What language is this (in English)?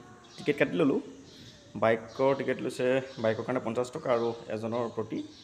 Assamese